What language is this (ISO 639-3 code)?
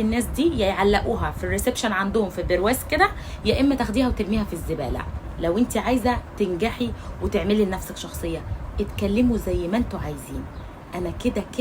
arz